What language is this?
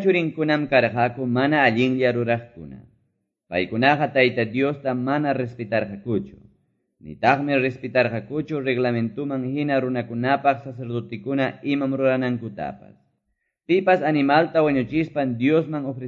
Quechua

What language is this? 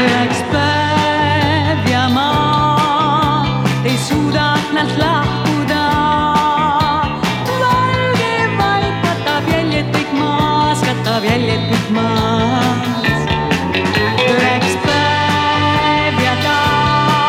Estonian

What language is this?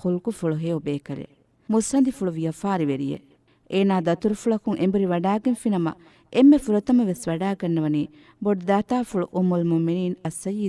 Divehi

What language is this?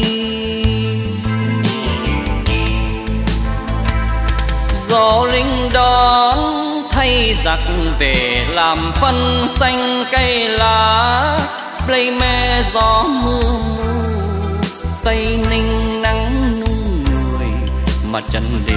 Vietnamese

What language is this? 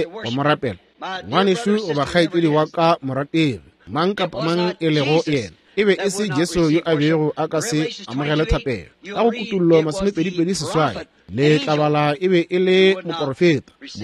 Northern Sotho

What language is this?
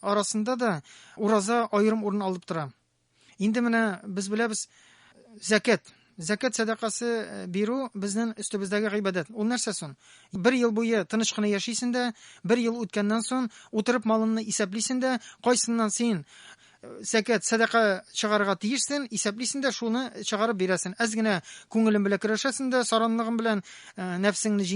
Tatar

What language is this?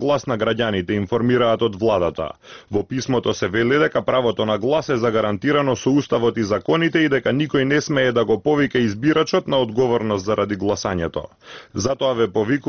Macedonian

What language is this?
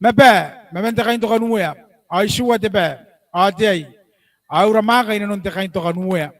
Gilbertese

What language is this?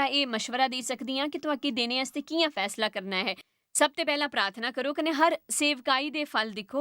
Dogri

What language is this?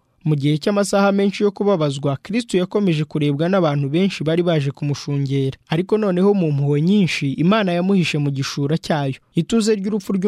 Kinyarwanda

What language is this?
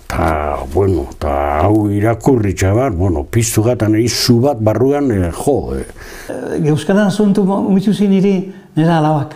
Basque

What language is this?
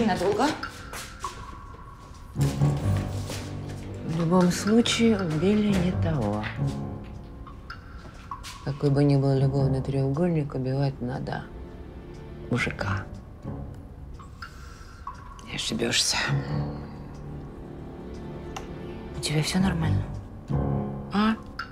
Russian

